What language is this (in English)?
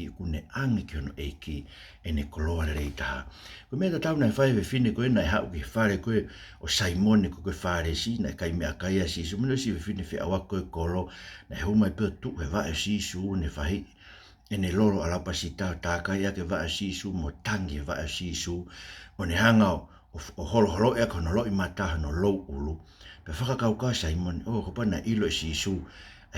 Tongan